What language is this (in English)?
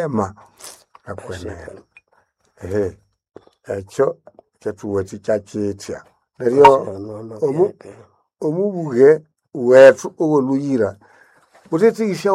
Nande